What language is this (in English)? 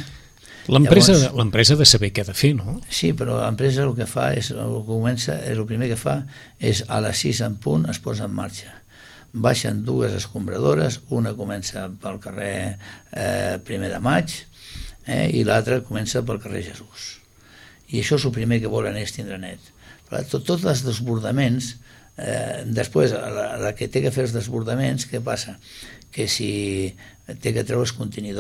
Catalan